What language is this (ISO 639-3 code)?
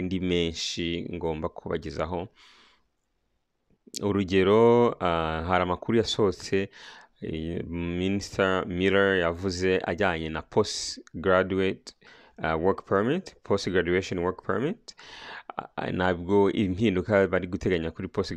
kin